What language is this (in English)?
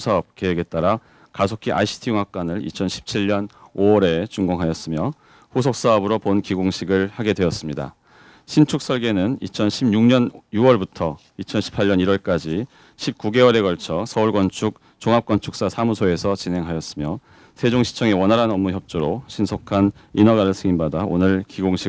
Korean